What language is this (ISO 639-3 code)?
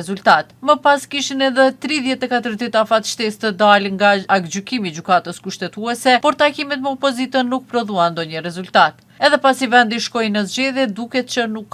sqi